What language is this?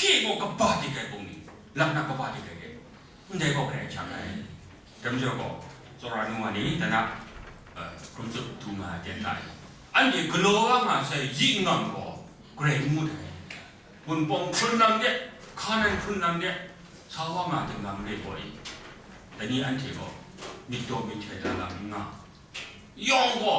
Kachin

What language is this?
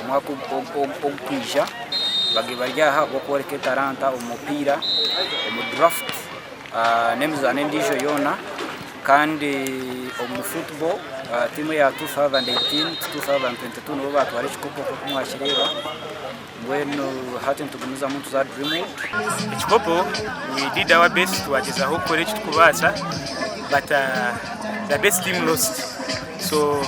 Nyankole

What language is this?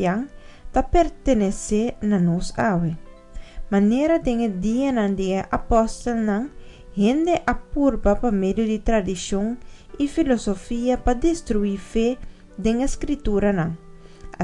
Papiamento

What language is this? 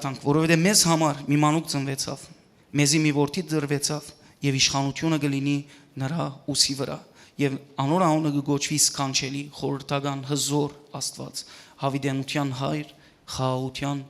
Western Armenian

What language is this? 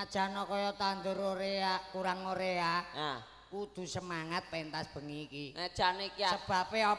Javanese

